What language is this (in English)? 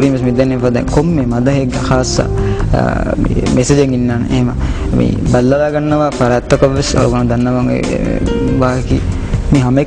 Divehi